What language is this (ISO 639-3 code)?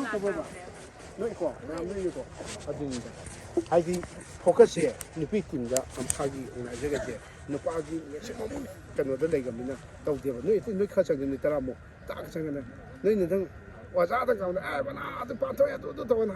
mni